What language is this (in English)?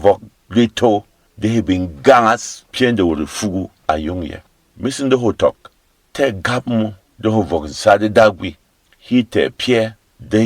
Berom